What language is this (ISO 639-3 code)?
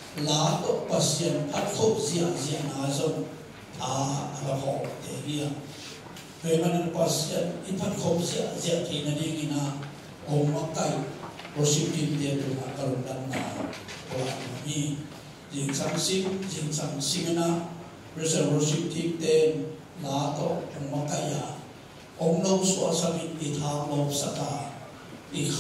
ctd